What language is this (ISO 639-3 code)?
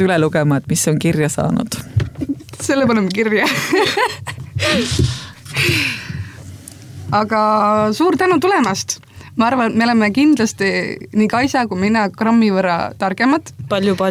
est